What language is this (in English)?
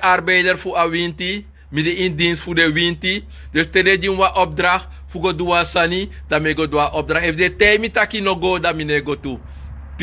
Sranan Tongo